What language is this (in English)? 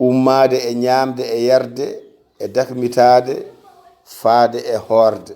Fula